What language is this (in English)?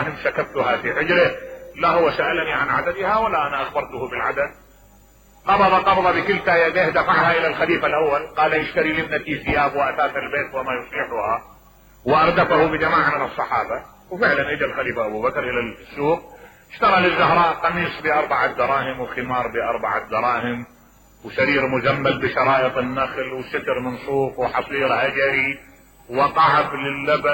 Mesopotamian Arabic